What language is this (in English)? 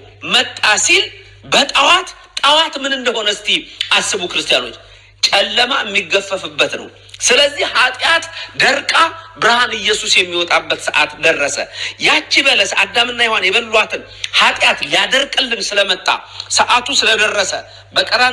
Amharic